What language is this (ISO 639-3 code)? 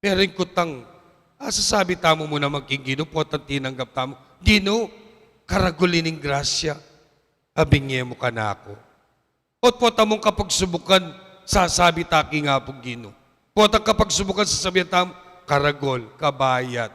pam